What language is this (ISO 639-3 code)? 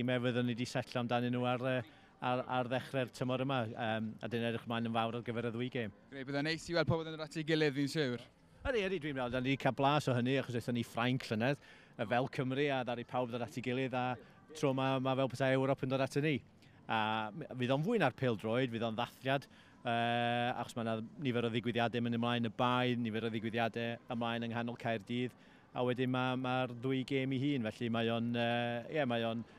cym